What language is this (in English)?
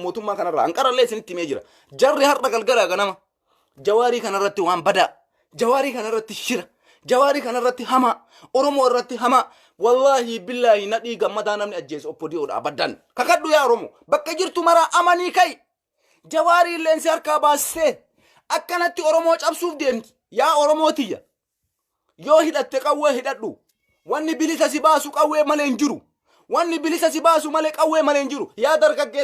Oromo